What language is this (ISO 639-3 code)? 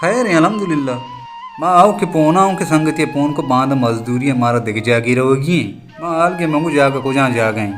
bal